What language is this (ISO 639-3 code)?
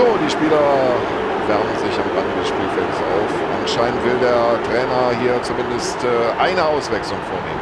bar